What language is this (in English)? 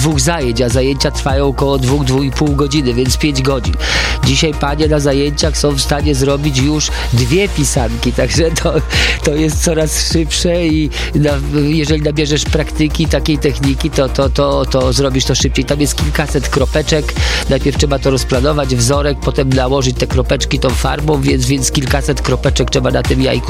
Polish